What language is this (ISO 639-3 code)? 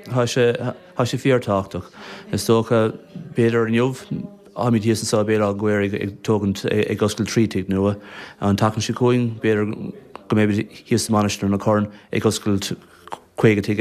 gle